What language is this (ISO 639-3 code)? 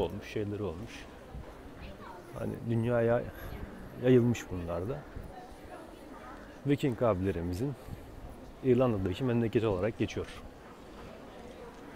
tur